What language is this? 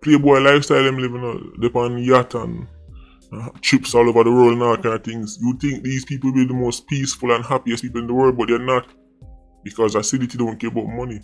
Jamaican Creole English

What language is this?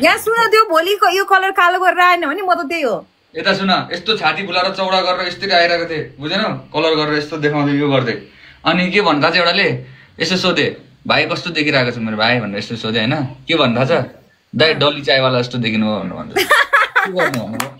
Nepali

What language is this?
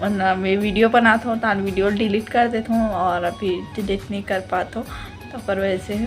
Chhattisgarhi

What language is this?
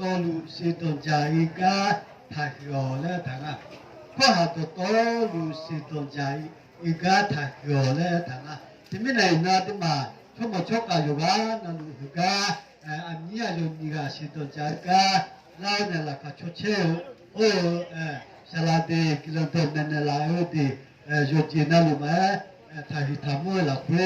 Akha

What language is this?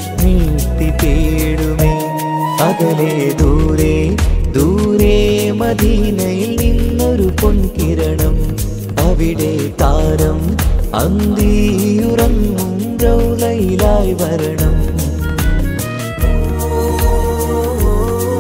Malayalam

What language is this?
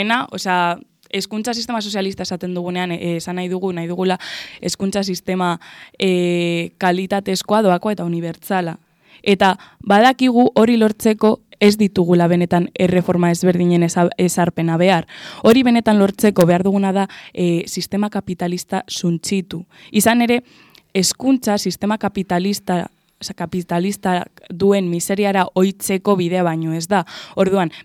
Basque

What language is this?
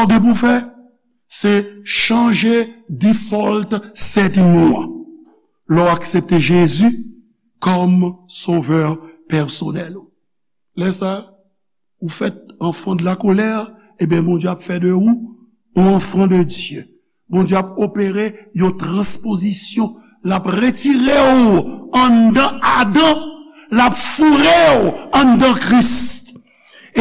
Haitian Creole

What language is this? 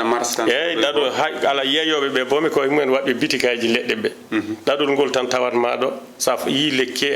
Fula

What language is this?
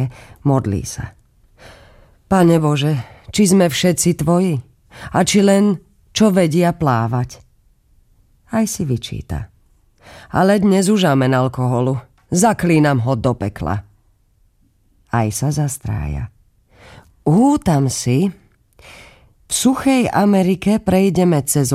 Slovak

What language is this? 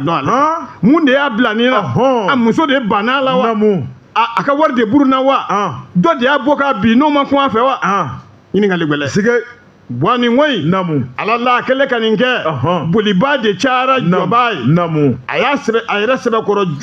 Bambara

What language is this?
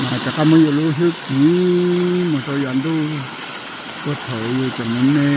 Hmong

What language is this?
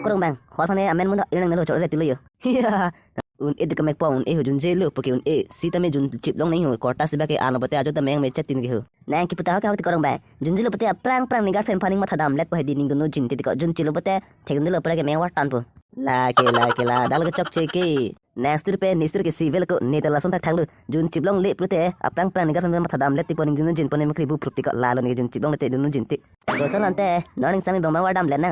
Karbi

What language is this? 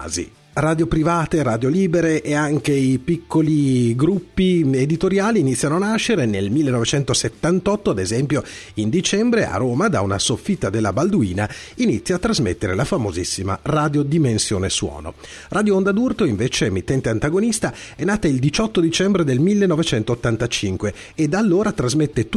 Italian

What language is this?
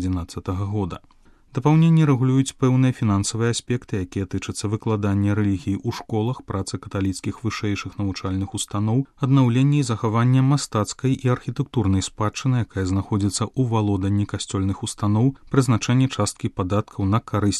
Belarusian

